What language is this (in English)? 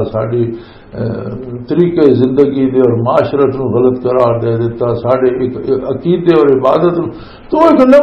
Western Panjabi